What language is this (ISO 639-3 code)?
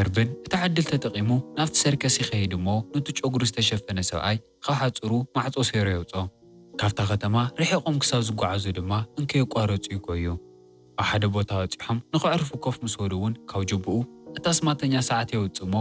tir